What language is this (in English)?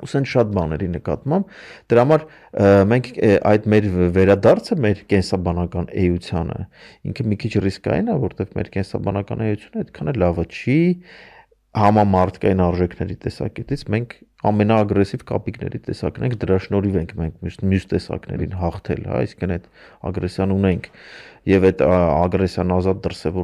Armenian